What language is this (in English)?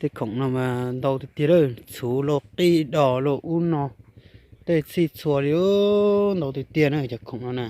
Hmong